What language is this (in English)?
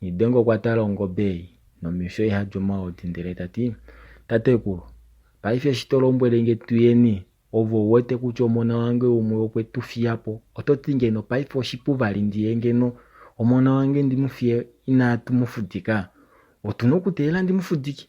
Kuanyama